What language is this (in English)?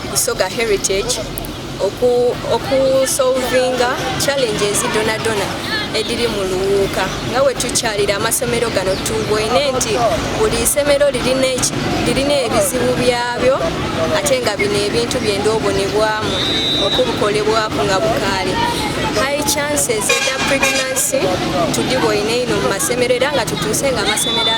Soga